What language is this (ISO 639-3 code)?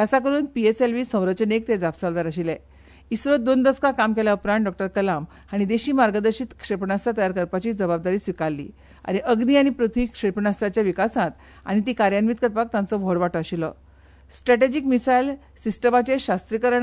kok